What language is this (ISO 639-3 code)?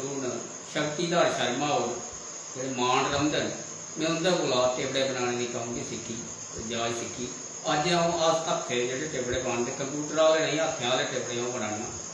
doi